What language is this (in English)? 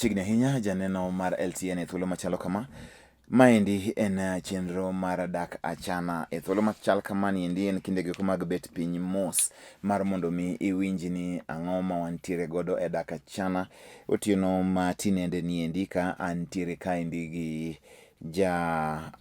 Luo (Kenya and Tanzania)